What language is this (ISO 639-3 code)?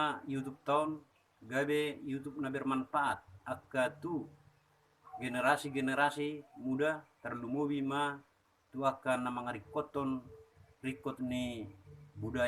bbc